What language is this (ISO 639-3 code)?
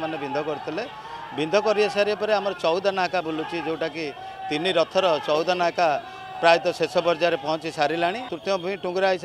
ori